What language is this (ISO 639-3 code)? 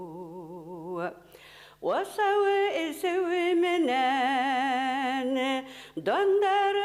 bak